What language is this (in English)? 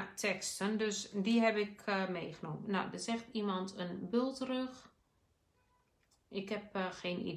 Dutch